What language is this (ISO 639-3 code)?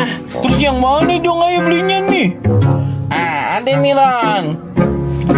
bew